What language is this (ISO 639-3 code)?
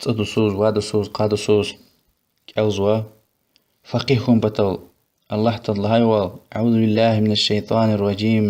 lez